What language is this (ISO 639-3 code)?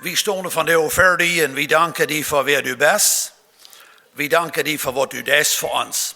pdt